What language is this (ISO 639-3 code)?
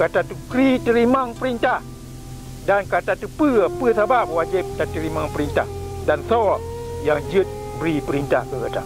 ace